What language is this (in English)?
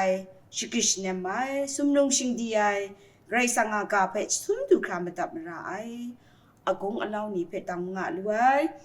Kachin